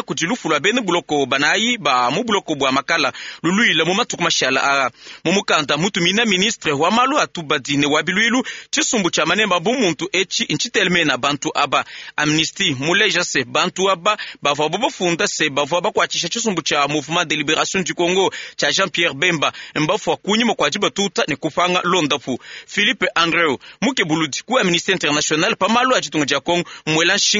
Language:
Luba-Lulua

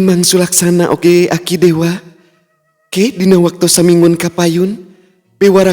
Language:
Sundanese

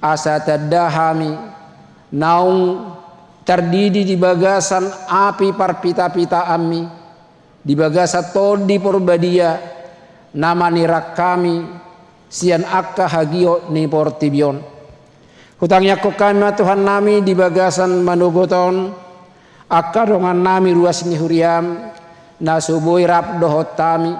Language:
Batak Toba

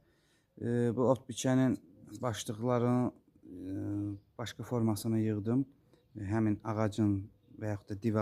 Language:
Azerbaijani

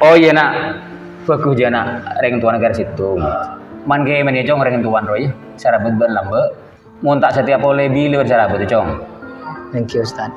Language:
Madurese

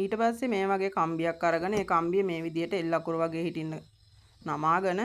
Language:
Sinhala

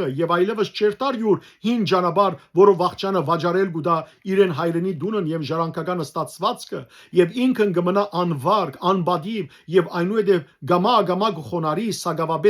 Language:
Western Armenian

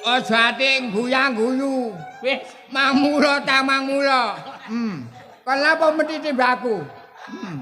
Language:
Javanese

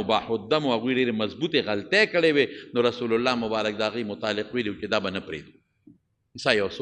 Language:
Pashto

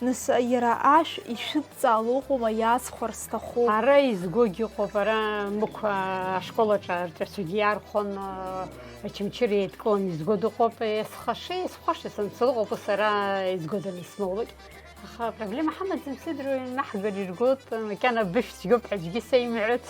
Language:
Abkhazian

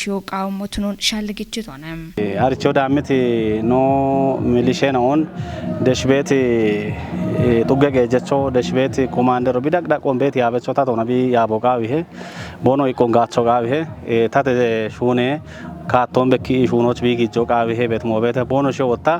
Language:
Kafa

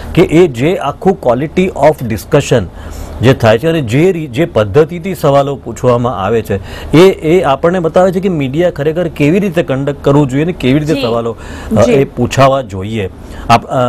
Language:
Gujarati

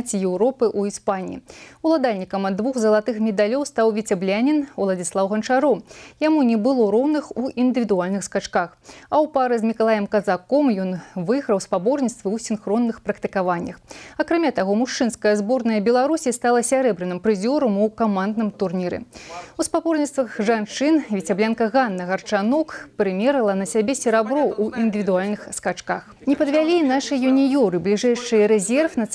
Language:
Belarusian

